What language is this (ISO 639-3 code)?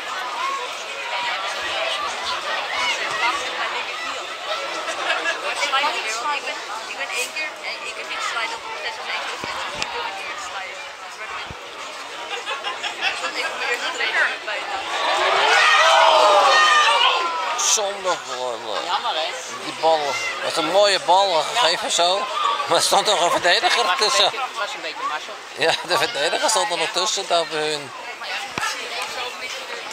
nld